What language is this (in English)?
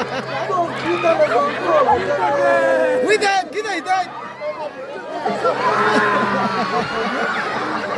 Chokri Naga